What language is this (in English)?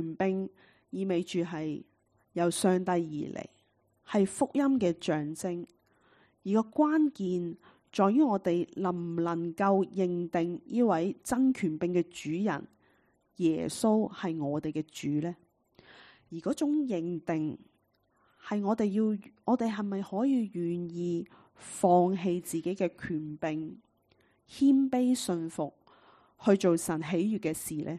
Cantonese